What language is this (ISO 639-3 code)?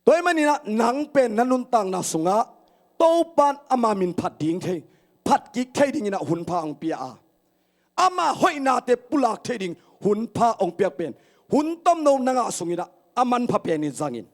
ctd